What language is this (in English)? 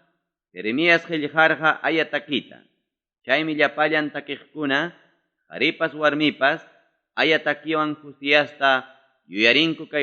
Ayacucho Quechua